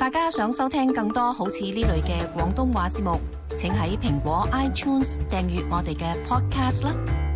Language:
Cantonese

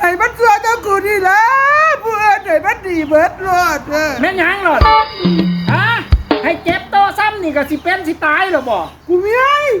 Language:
Lao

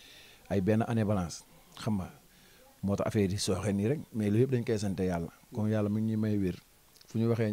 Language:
Wolof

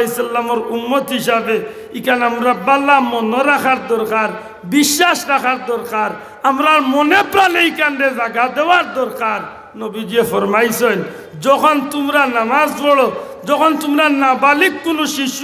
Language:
Sylheti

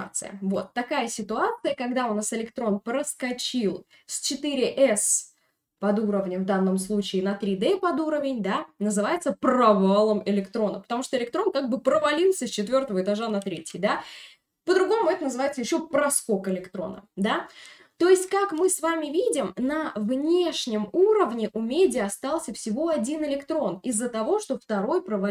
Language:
Russian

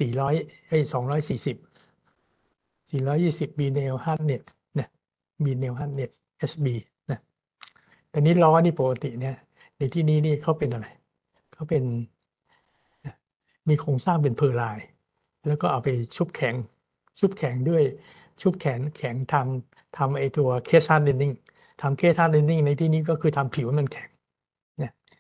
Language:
Thai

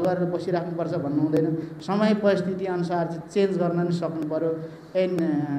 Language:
Nepali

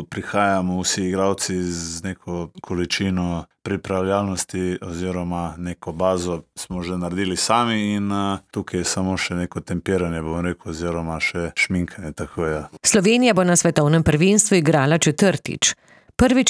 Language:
Slovenian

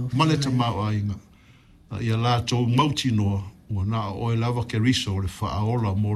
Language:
Samoan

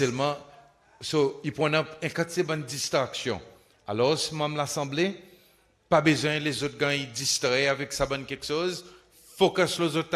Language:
Seselwa Creole French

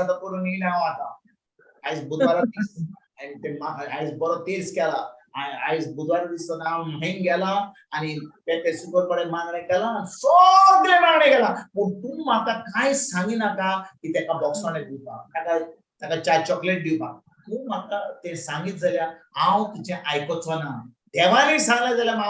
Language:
Konkani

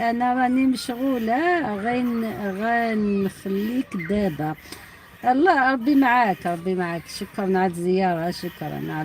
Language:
Algerian Arabic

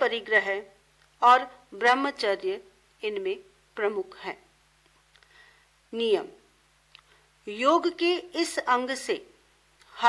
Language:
Hindi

